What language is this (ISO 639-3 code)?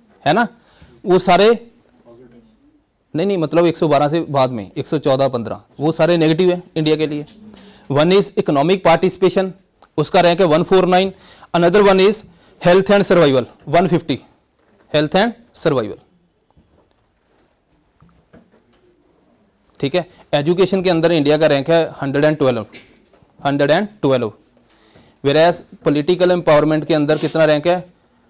hin